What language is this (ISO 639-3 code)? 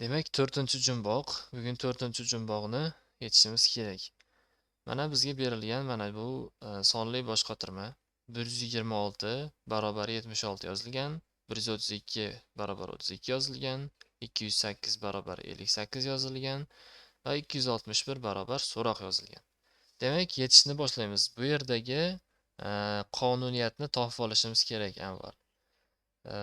uzb